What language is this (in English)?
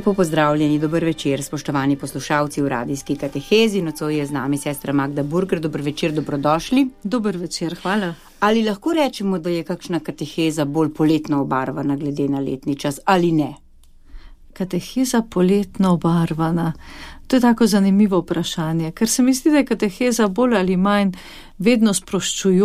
Slovenian